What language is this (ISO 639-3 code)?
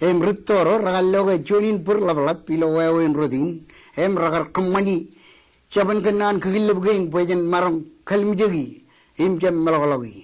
mah